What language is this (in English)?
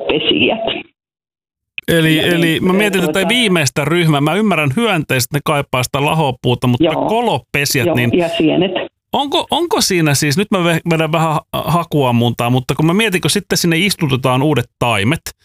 Finnish